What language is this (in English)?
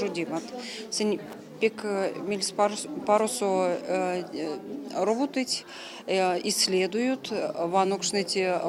Erzya